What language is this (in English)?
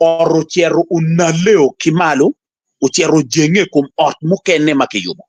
Acoli